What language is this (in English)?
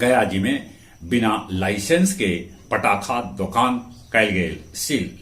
Magahi